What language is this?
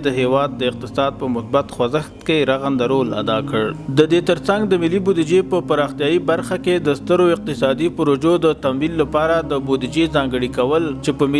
Pashto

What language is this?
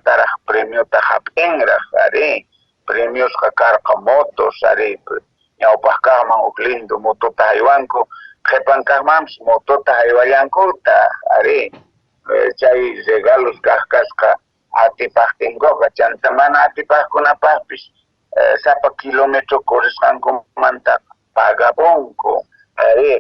Quechua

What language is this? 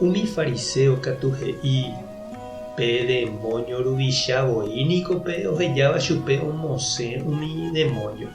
Guarani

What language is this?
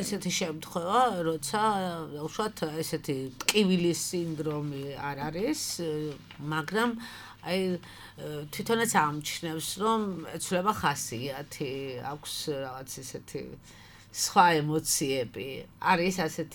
Georgian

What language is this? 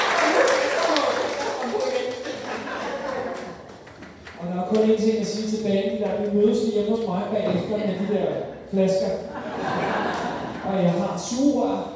Danish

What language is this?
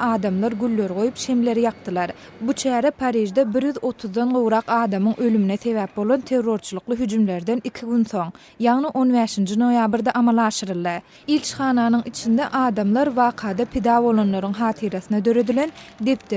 Turkmen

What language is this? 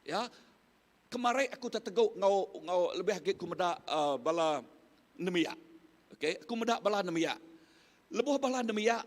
Iban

